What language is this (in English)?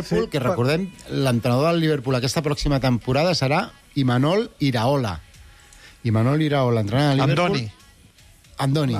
Catalan